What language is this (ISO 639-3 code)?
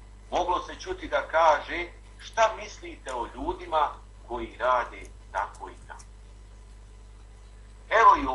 bos